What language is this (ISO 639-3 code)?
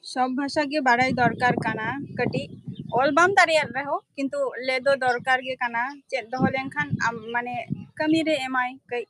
sat